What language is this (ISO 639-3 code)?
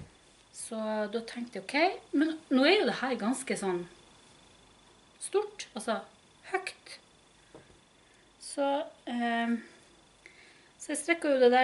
nor